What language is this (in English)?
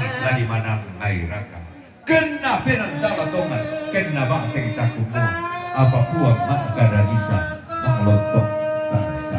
Toraja-Sa'dan